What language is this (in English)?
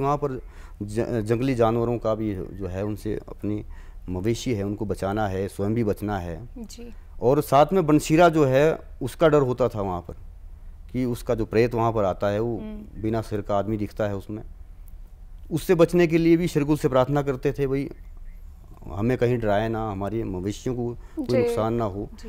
Hindi